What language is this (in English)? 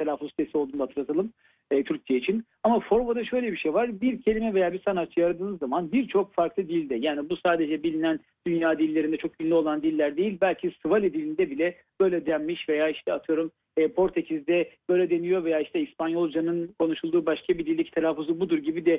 Turkish